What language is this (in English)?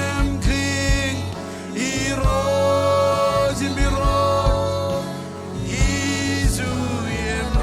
Marshallese